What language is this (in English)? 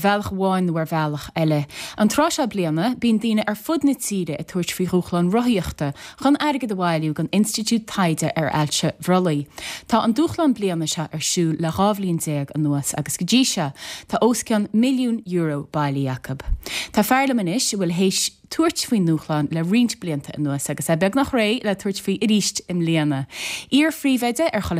Irish